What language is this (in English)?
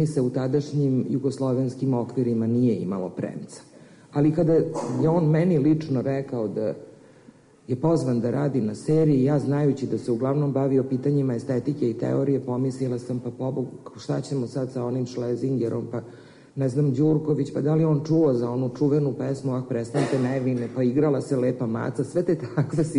Serbian